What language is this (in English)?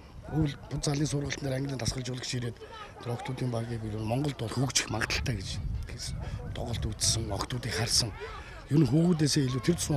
Mongolian